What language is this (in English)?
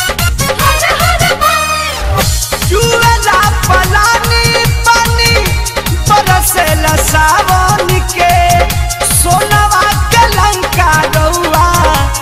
Bhojpuri